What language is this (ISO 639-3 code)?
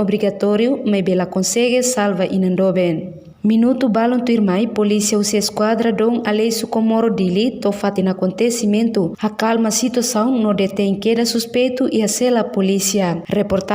tet